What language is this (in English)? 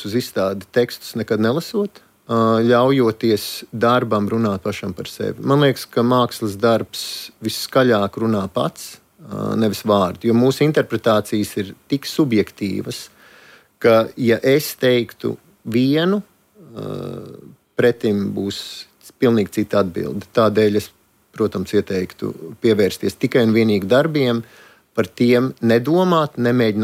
Latvian